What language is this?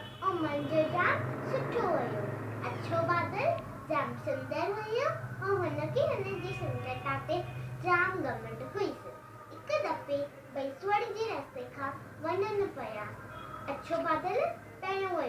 Sindhi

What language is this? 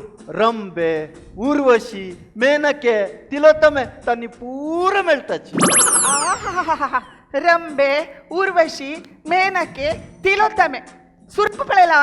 Konkani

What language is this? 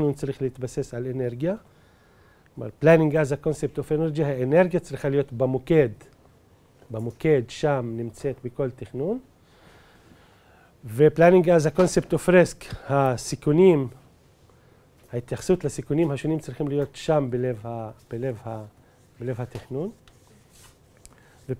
Hebrew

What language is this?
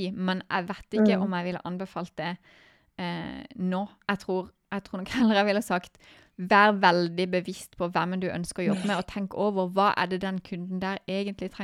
Norwegian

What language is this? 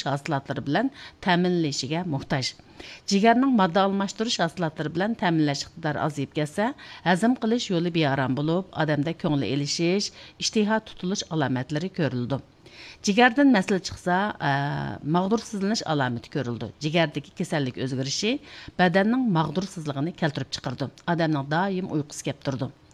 Uyghur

